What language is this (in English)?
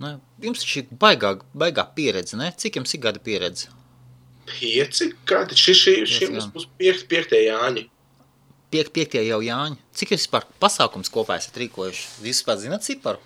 Latvian